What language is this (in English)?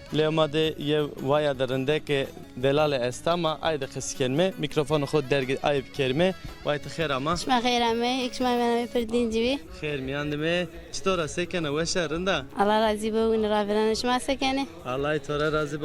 Zaza